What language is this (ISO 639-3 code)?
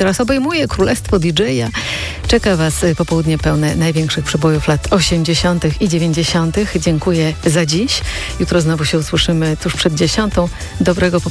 pol